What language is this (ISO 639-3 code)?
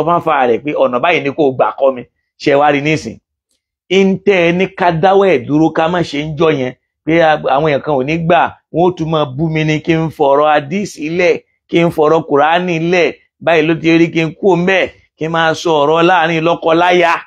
yor